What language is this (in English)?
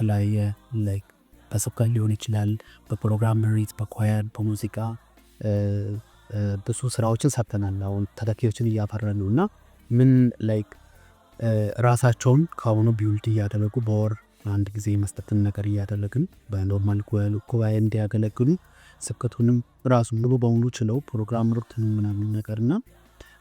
Amharic